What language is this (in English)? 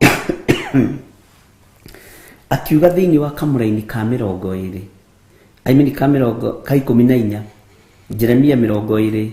Kikuyu